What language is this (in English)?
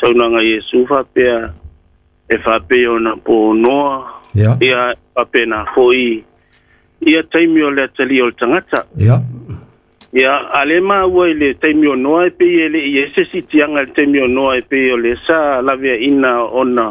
Samoan